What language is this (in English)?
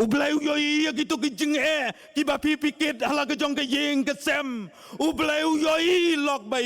Khasi